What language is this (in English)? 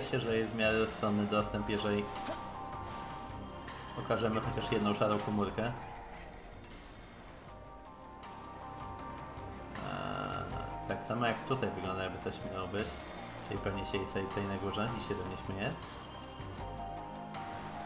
Polish